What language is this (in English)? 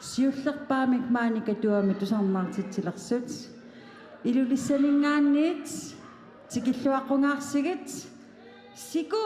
Kalaallisut